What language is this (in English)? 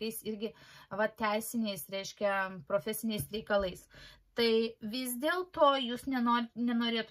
Lithuanian